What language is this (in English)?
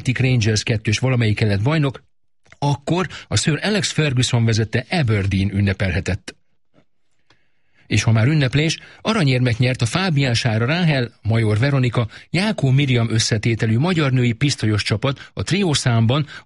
Hungarian